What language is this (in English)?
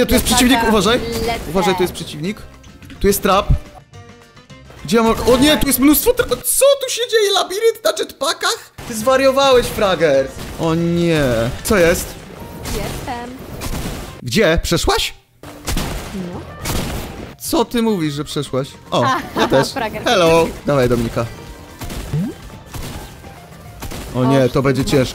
Polish